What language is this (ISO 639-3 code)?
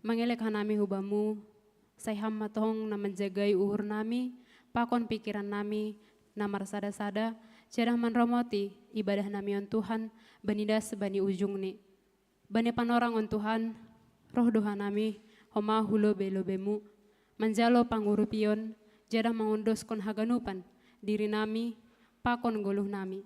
bts